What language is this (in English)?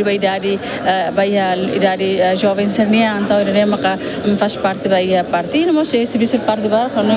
Tetum